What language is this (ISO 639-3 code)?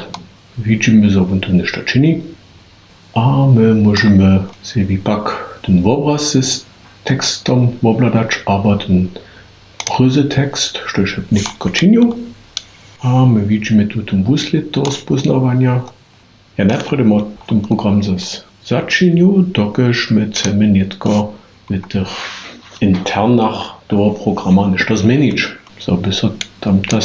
hsb